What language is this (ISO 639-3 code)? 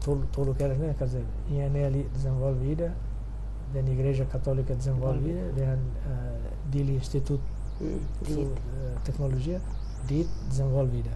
tet